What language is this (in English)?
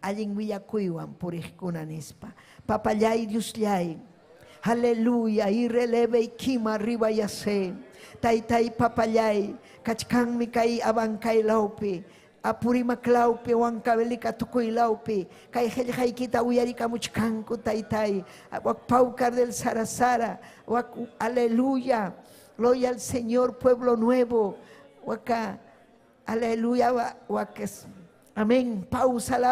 Ayacucho Quechua